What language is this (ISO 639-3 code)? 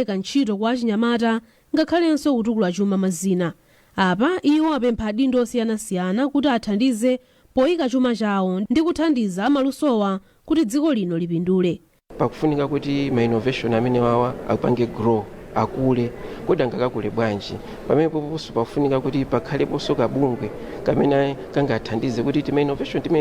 nya